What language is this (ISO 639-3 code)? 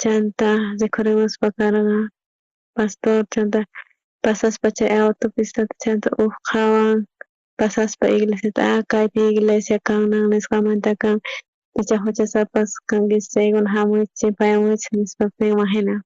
quh